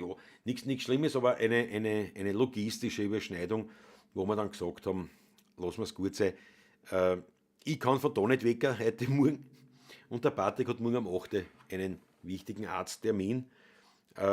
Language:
Bavarian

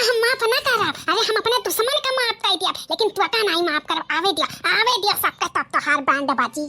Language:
Bhojpuri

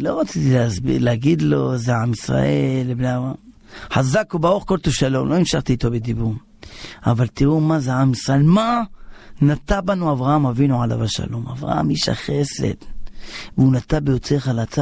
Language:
Hebrew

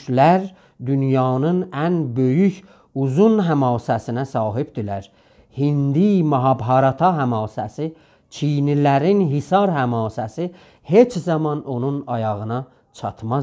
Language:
South Azerbaijani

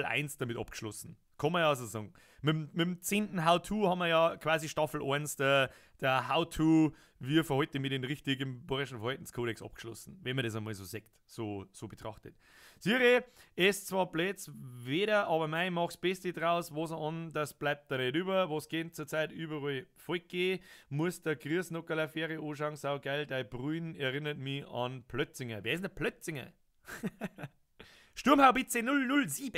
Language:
Bavarian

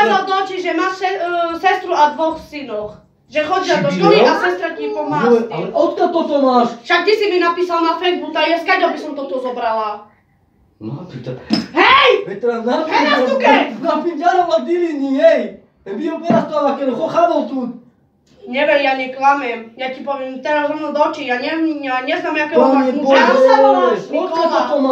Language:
Slovak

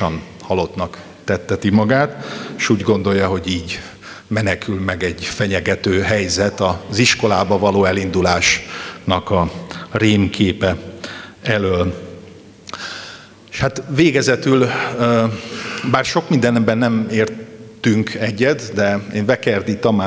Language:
Hungarian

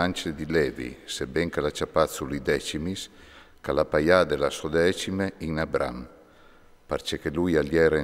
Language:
Friulian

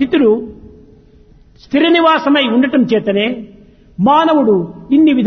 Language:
Telugu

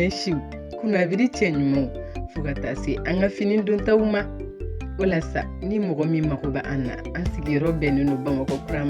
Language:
Bambara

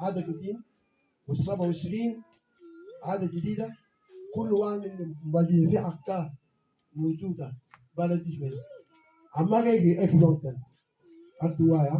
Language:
Mabaan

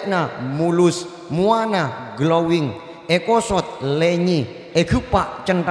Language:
Madurese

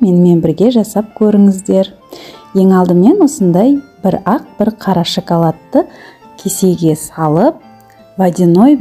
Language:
Kazakh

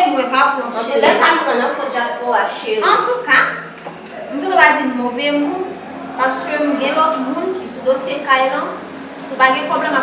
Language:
Haitian Creole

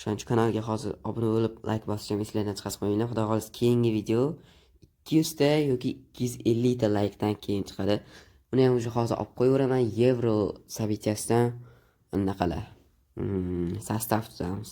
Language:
Uzbek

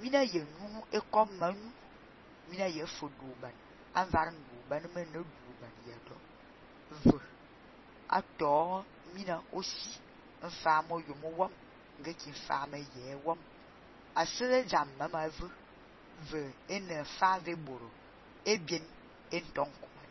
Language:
Fang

